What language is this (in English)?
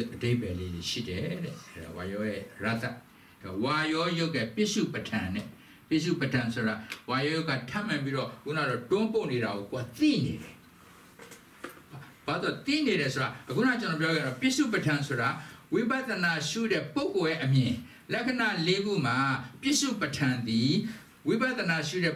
Burmese